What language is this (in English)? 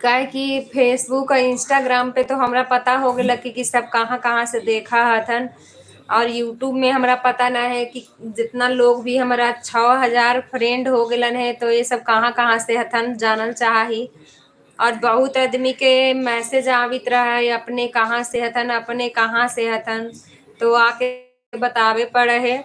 Magahi